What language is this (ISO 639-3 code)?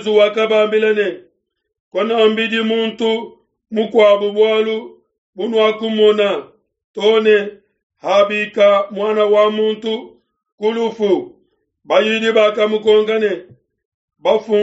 lua